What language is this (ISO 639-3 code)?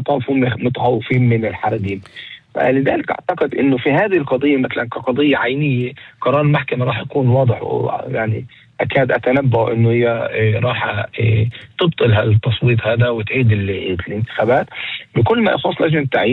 apc